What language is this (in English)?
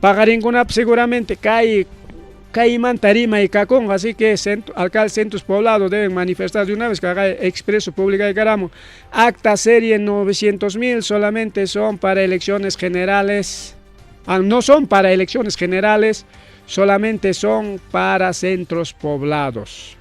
Ayacucho Quechua